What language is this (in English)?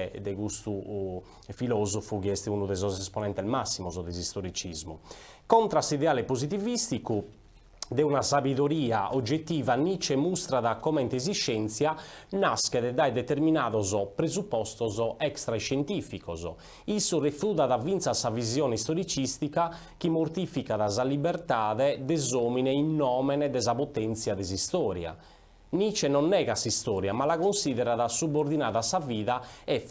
Sardinian